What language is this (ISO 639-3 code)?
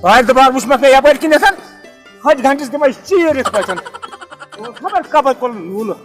kas